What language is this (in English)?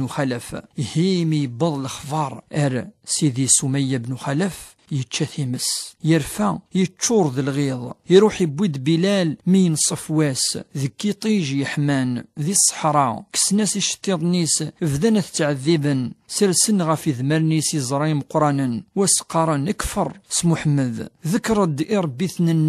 Kabyle